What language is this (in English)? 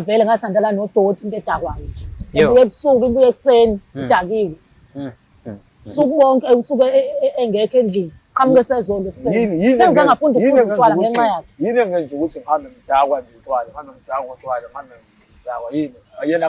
Zulu